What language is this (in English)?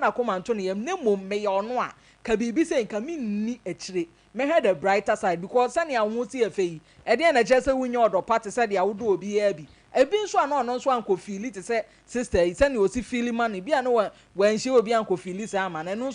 Akan